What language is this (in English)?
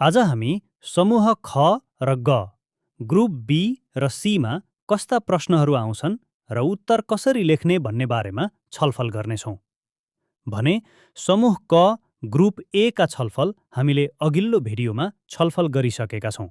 Nepali